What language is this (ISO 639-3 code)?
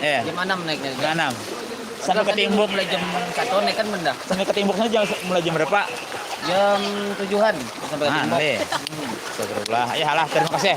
bjn